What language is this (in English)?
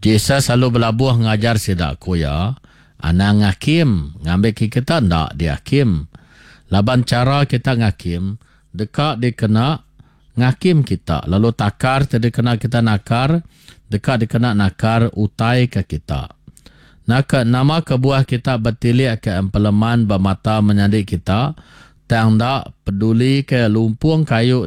Iban